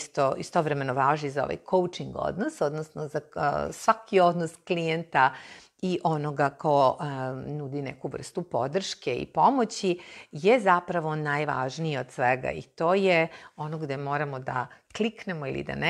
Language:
Serbian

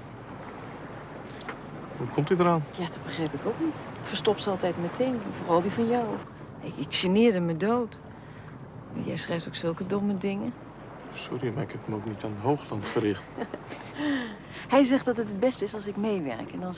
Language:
Dutch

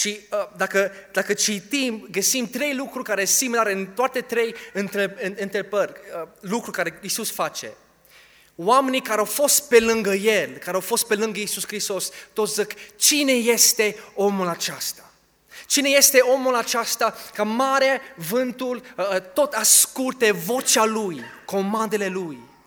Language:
Romanian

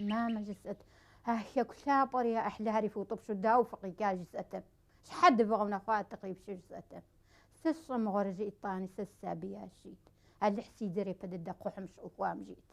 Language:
Kabardian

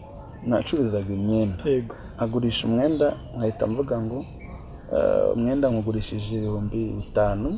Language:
Kinyarwanda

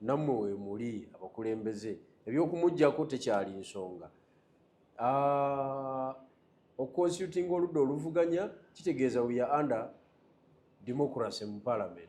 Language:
Ganda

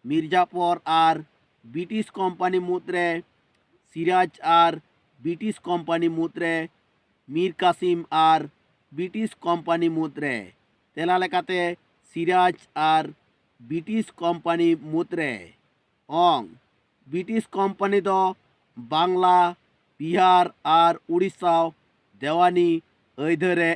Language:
Santali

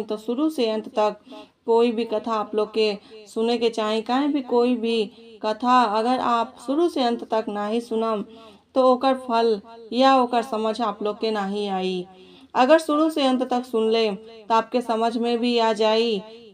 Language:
Bhojpuri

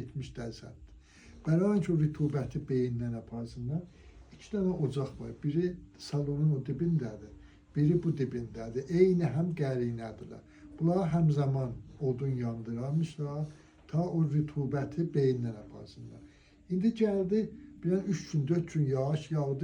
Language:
Azerbaijani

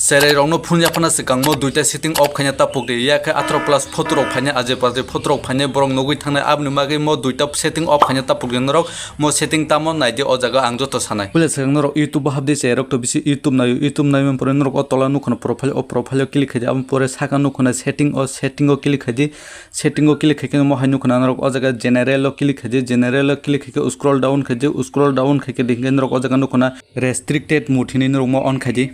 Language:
Kok Borok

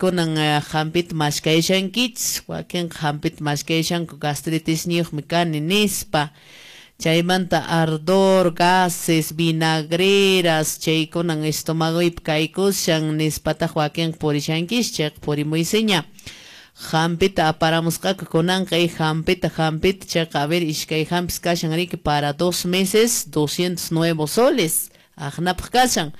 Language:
Quechua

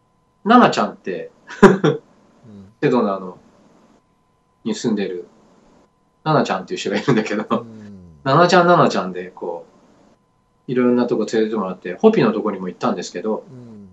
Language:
Japanese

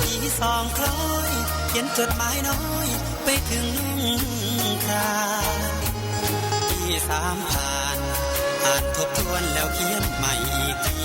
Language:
Northeastern Thai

